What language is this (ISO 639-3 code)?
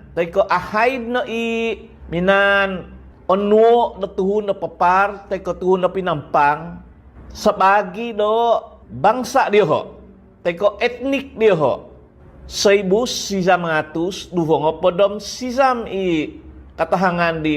dtp